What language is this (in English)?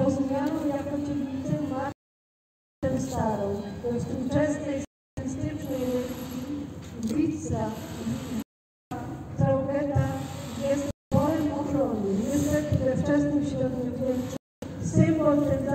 Polish